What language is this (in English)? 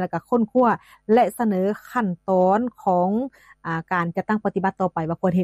Lao